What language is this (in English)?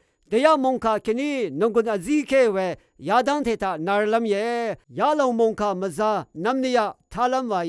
Rawang